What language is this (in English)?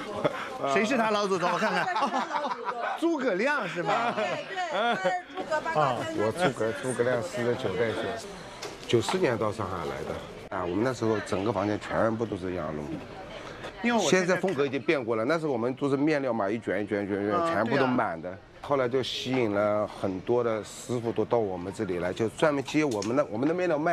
Chinese